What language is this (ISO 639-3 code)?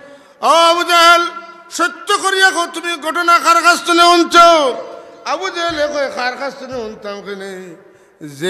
syl